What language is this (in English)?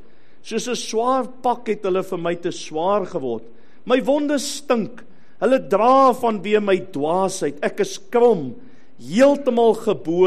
Afrikaans